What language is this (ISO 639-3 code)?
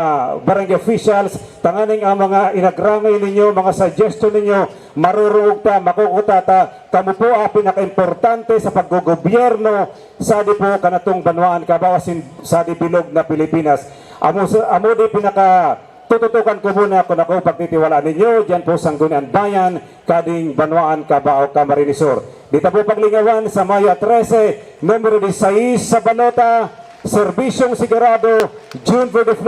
bik